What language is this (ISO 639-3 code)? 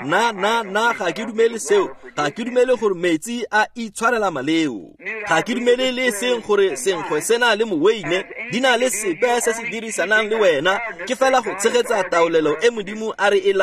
tsn